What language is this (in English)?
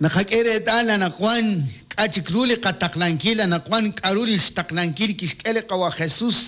Kekchí